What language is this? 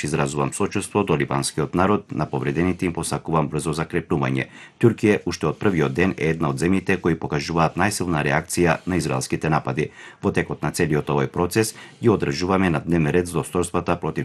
Macedonian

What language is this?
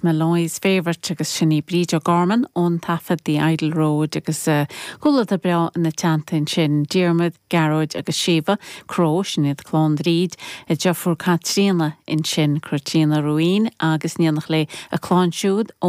Irish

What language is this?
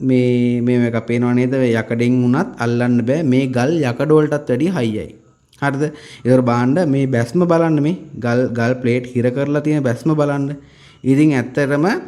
Sinhala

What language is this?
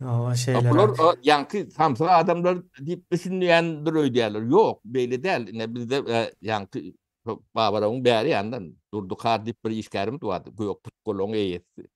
Turkmen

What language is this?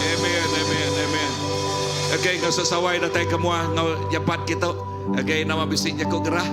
Iban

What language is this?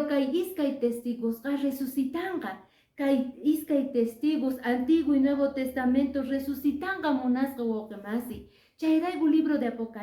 Quechua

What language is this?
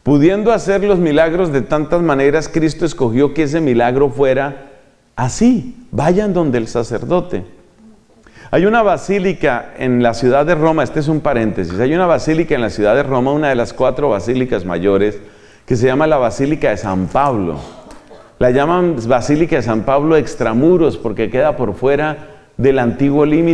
Spanish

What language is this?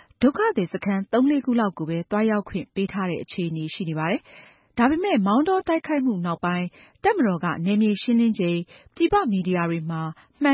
Burmese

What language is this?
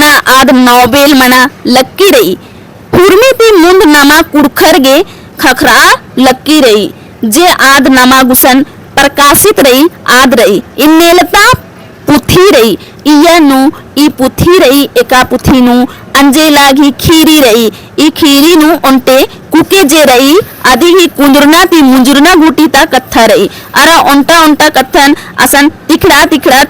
Kurukh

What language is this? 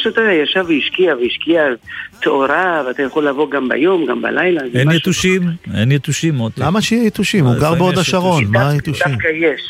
Hebrew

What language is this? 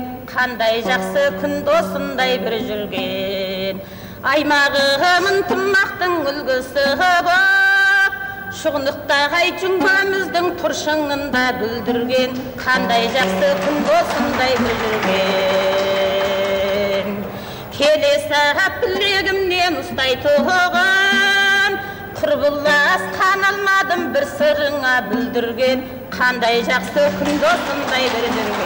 Kazakh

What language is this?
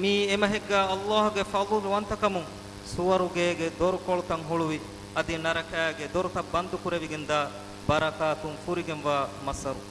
Divehi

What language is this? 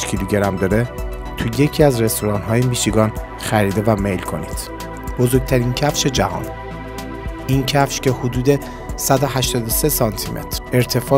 Persian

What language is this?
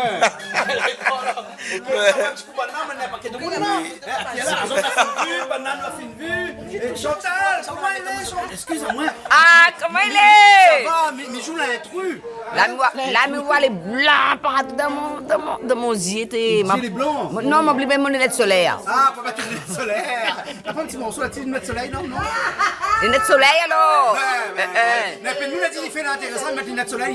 Réunion Creole French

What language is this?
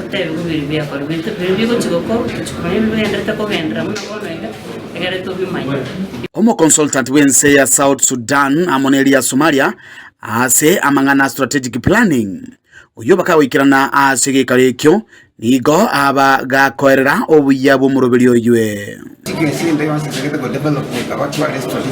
Gusii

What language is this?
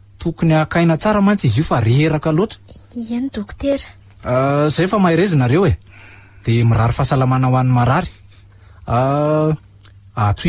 Malagasy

